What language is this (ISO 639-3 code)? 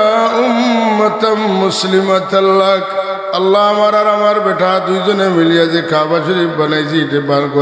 syl